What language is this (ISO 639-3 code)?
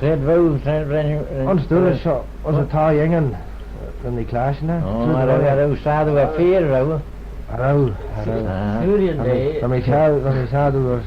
glv